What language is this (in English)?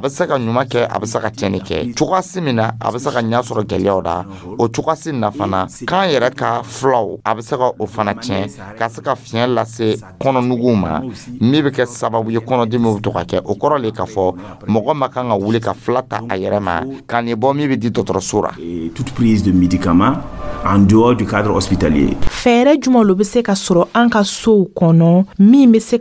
Dyula